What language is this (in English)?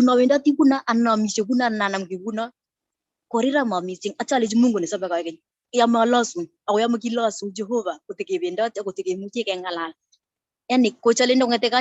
Kalenjin